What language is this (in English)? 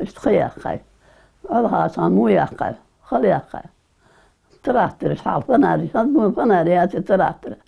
Ingush